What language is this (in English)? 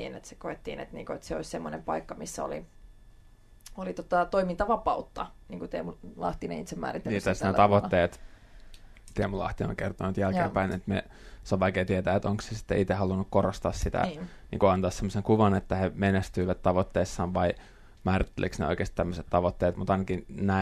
Finnish